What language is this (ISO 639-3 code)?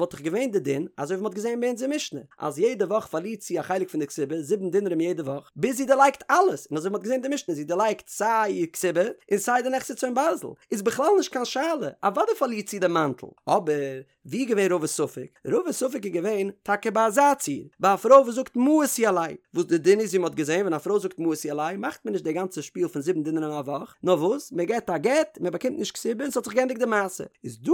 yid